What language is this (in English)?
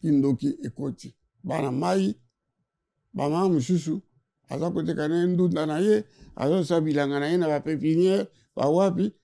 Lingala